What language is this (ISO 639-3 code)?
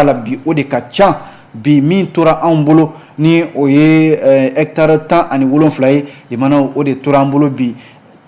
bam